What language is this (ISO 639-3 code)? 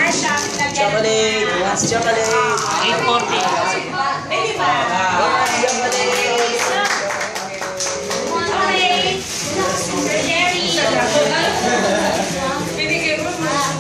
fil